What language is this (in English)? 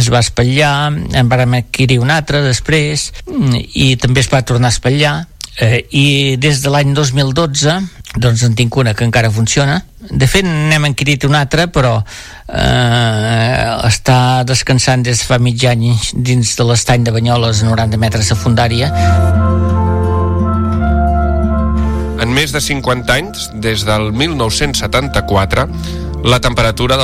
Catalan